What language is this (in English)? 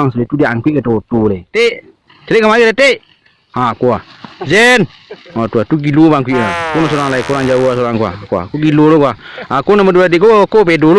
Minangkabau